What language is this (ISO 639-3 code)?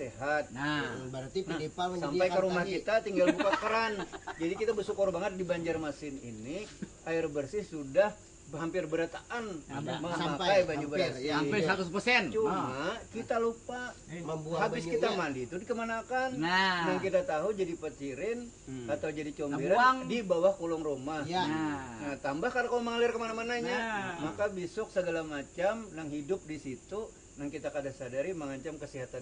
bjn